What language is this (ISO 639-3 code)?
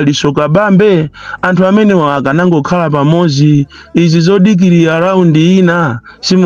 nya